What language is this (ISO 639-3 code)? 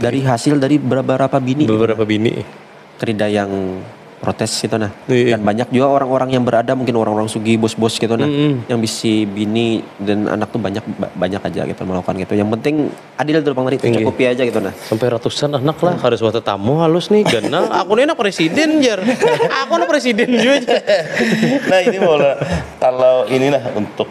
bjn